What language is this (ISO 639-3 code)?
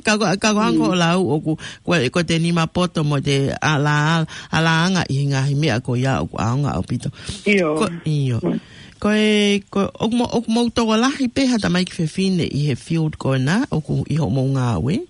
ton